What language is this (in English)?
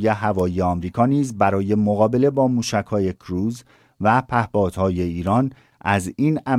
Persian